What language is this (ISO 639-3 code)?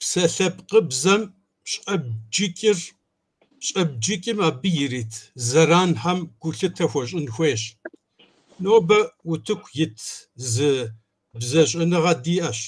kbd